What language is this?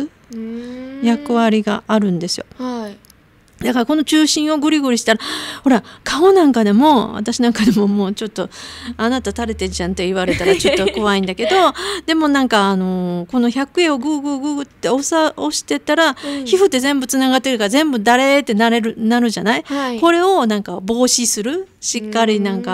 Japanese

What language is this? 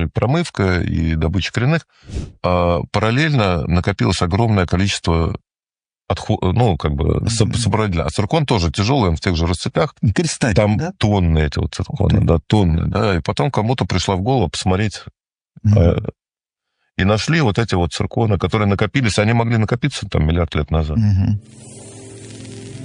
Russian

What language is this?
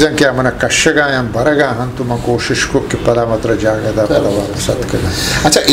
Eastern Balochi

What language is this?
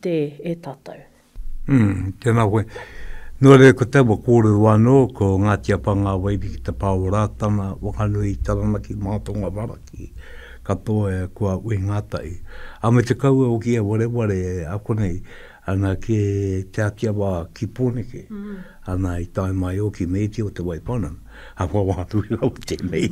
Māori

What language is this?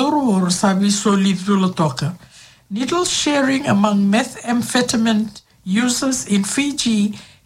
Fijian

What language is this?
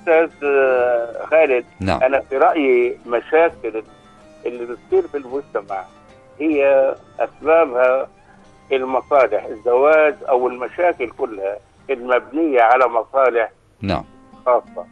North Levantine Arabic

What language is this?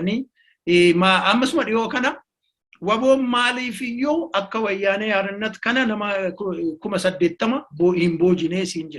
Oromo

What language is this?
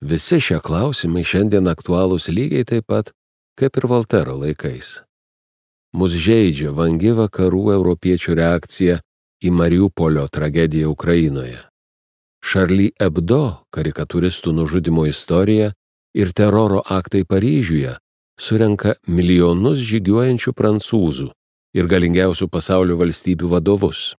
Lithuanian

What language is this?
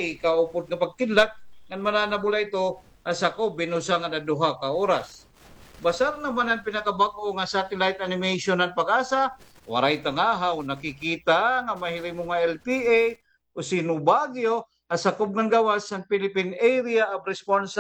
Waray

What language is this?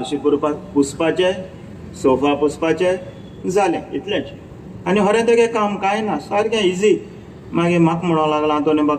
Konkani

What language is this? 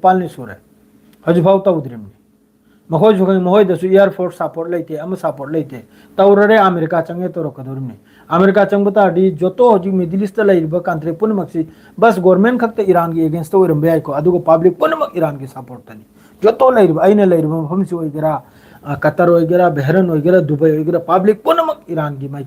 Manipuri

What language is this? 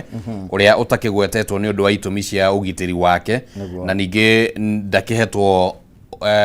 Kikuyu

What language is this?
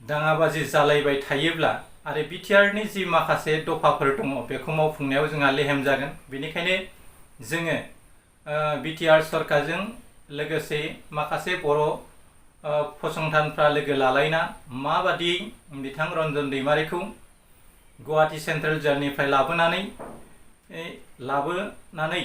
Bodo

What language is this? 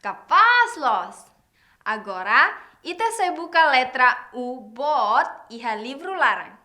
Tetum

